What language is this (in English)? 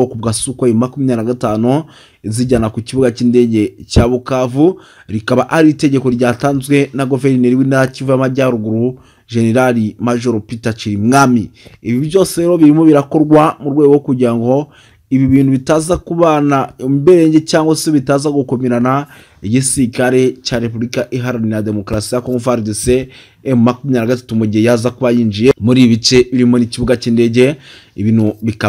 Kinyarwanda